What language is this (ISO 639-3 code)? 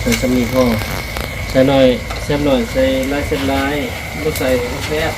lao